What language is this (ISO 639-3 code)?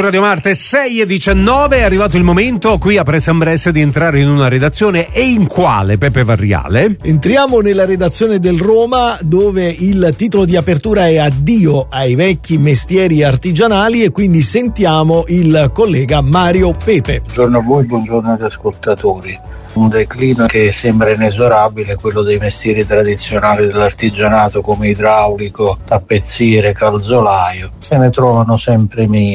ita